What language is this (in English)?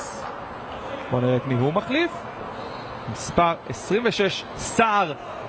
Hebrew